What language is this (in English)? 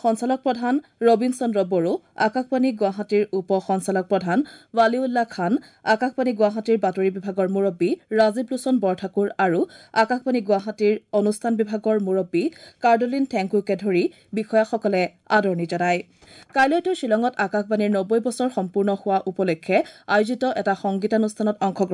Assamese